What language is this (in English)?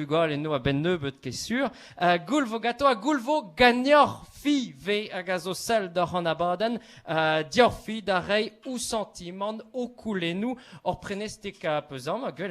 Breton